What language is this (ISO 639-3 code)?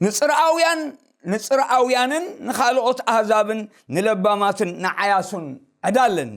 tir